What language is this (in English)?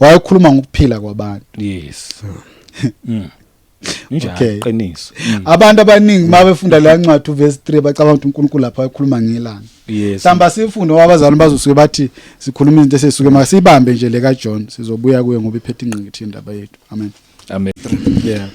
Zulu